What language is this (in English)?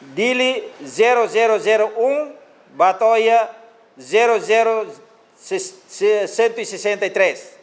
Tetum